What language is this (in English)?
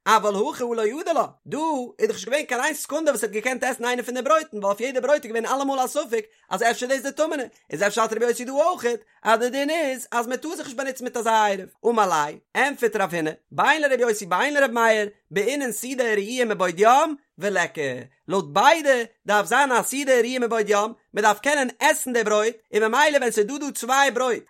Yiddish